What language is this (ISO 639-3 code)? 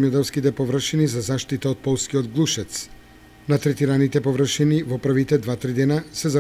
mkd